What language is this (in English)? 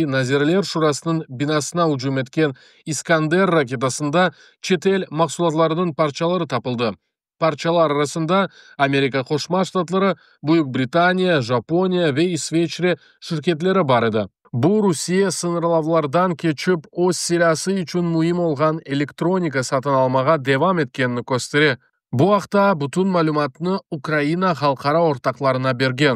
Crimean Tatar